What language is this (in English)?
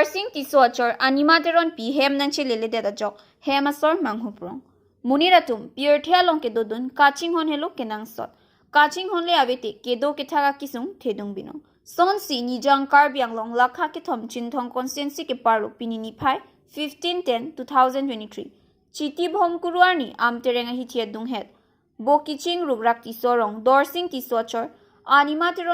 Karbi